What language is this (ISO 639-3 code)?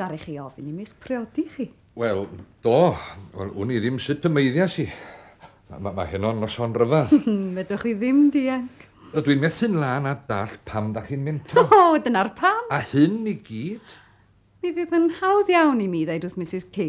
cym